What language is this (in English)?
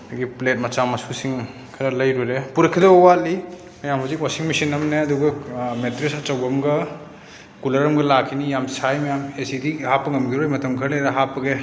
Manipuri